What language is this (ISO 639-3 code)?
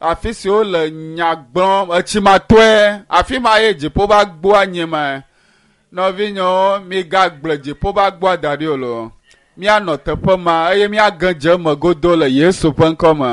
ewe